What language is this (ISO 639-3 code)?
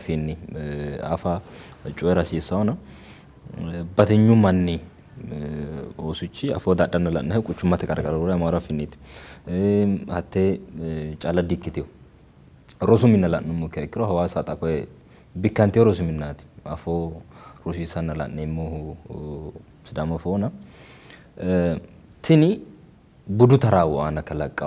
sid